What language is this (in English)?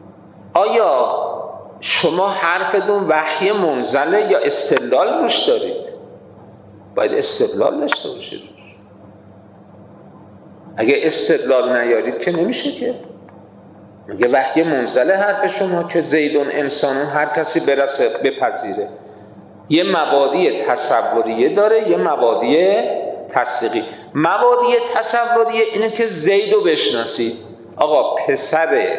Persian